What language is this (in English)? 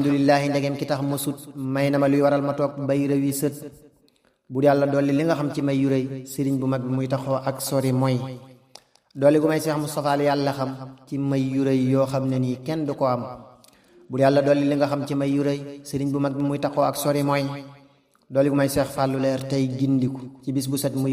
Wolof